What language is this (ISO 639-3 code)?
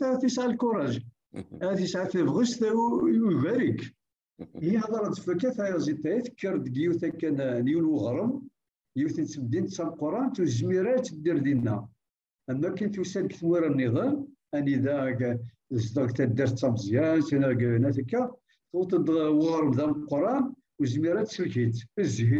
kab